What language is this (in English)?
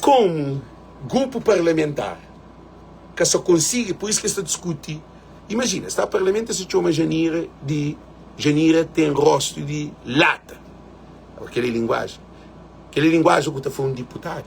Kabuverdianu